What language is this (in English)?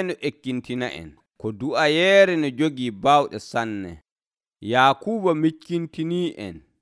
Nigerian Fulfulde